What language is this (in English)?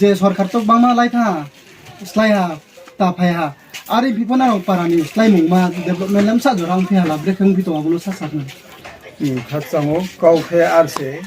Riang (India)